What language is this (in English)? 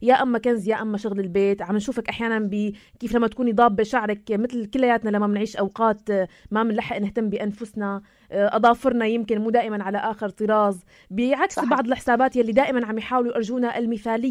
North Levantine Arabic